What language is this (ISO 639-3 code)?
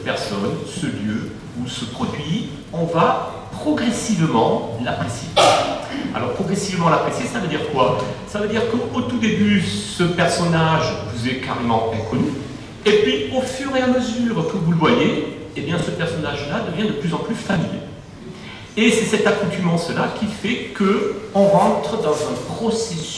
fra